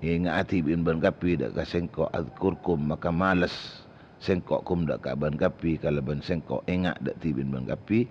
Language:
Madurese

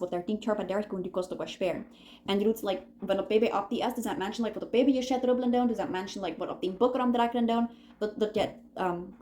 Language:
Plautdietsch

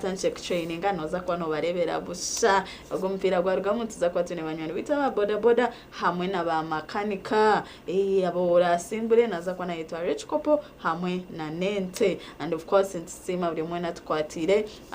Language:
Nyankole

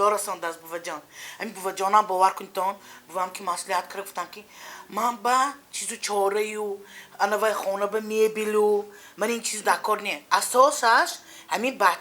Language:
Tajik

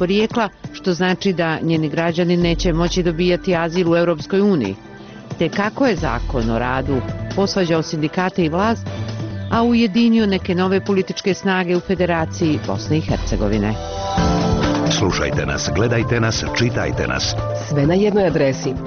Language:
Bosnian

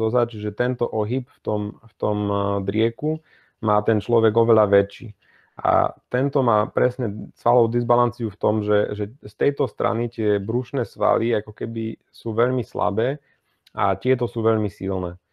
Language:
Slovak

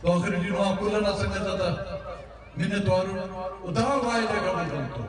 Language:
Brahui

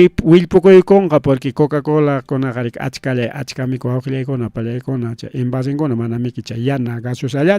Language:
Ayacucho Quechua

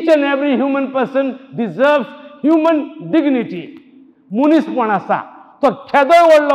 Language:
Konkani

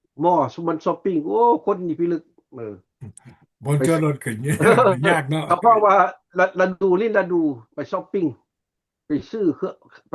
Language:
Lao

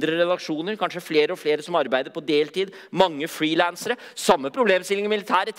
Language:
Norwegian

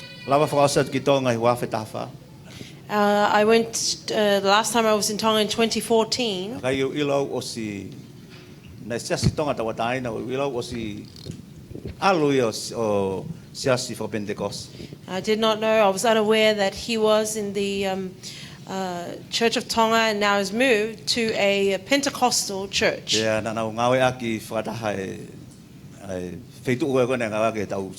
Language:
Tongan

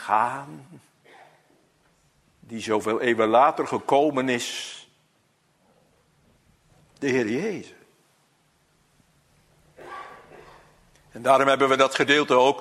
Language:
Dutch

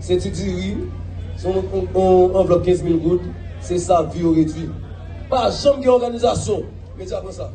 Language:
Haitian Creole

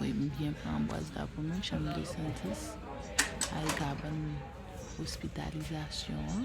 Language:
Haitian Creole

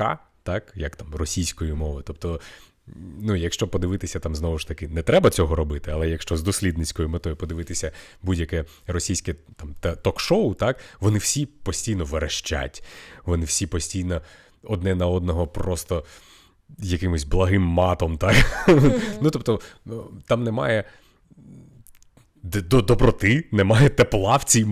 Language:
Ukrainian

